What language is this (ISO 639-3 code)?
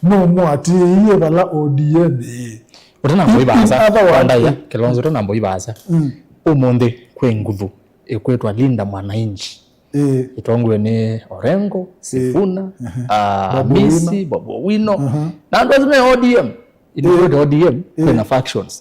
kam